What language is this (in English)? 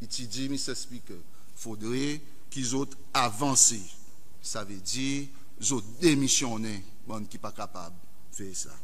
Seselwa Creole French